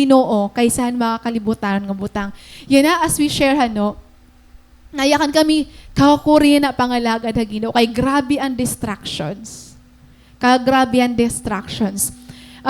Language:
Waray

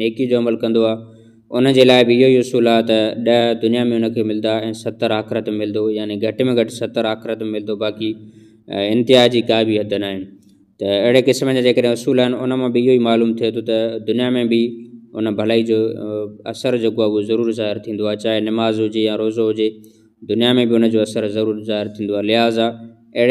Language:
Sindhi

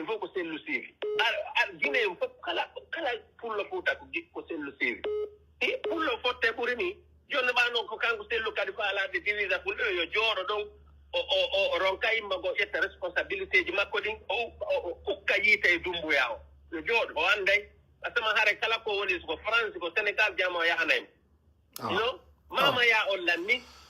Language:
Pular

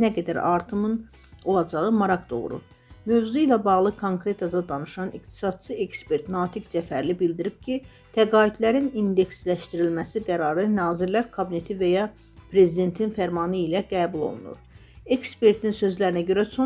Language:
Azerbaijani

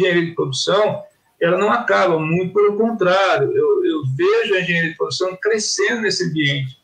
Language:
Portuguese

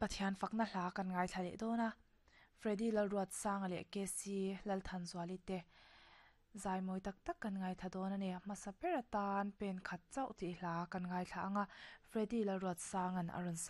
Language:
Mizo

